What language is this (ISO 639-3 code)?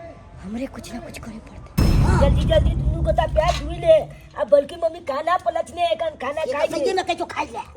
mai